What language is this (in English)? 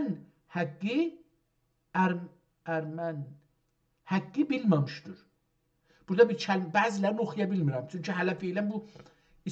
South Azerbaijani